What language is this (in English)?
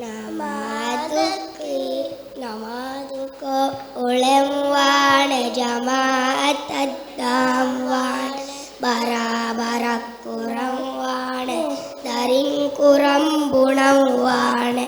Divehi